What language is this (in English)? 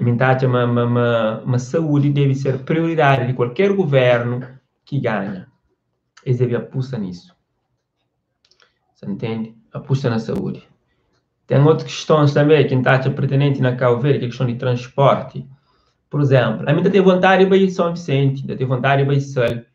Kabuverdianu